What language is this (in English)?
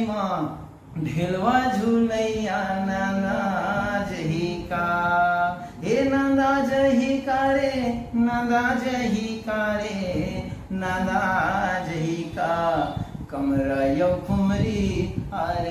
Chhattisgarhi